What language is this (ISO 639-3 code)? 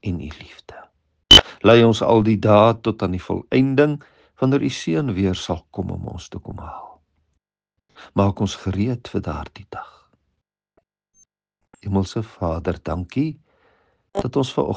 afr